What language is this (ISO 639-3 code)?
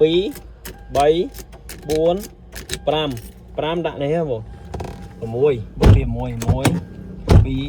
khm